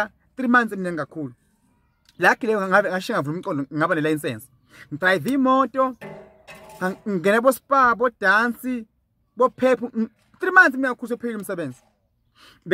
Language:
Zulu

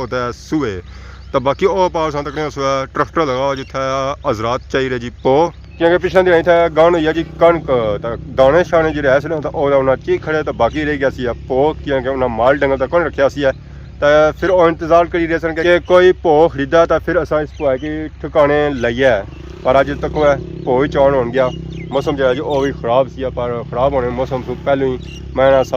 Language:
Pahari-Potwari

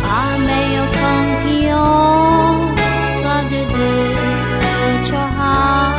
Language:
Akha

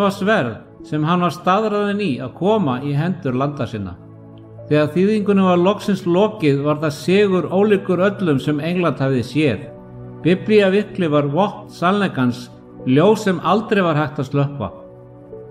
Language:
Icelandic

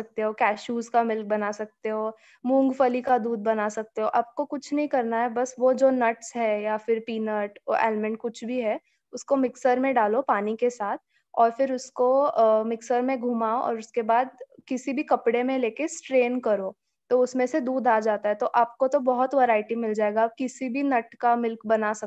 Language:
Hindi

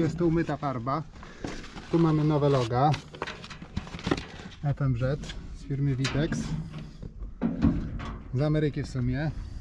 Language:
Polish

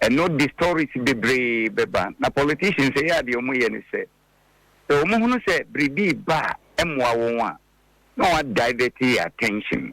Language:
Akan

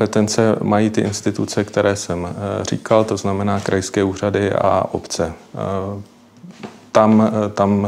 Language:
Czech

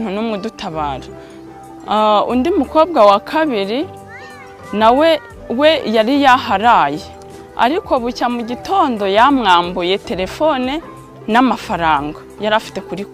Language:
Kinyarwanda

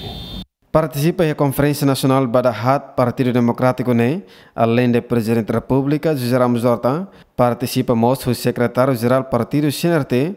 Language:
Tetum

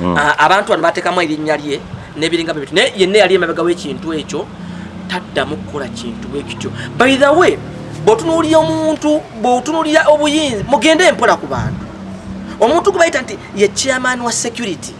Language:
Ganda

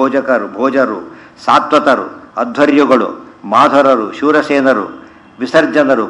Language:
Kannada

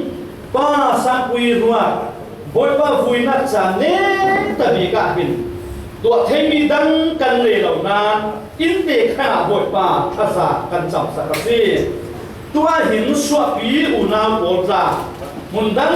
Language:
Falam Chin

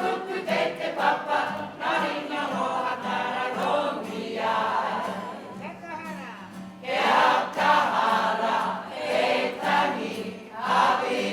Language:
Māori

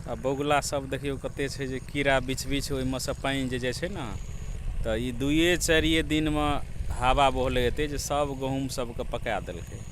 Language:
Maithili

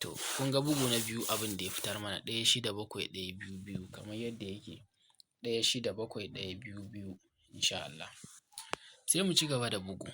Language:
Hausa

